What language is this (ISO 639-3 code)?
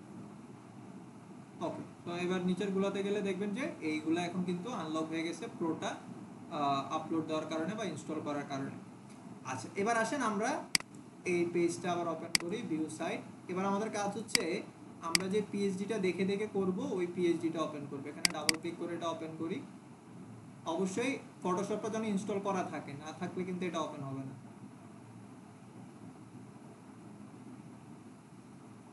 ben